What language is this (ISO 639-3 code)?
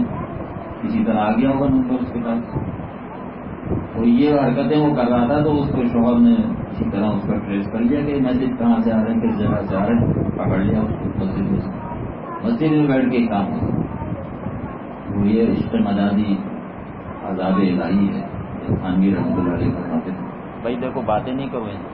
urd